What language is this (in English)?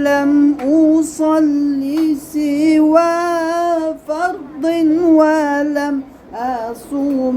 Uyghur